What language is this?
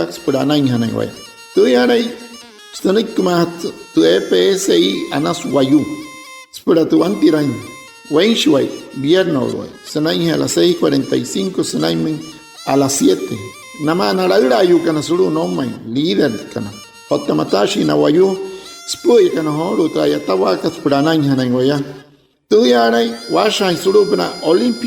Wayuu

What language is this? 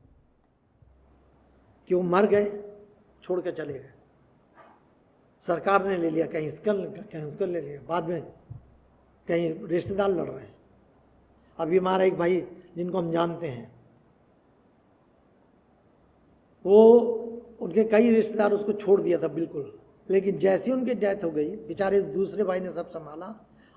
Hindi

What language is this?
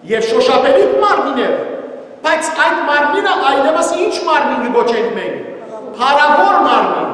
Western Armenian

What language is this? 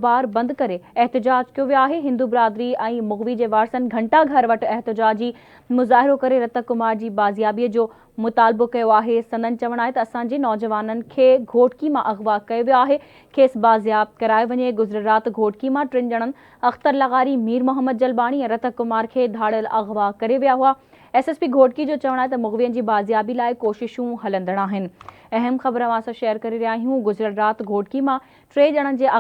Sindhi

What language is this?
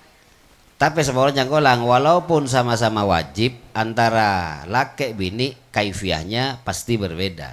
Madurese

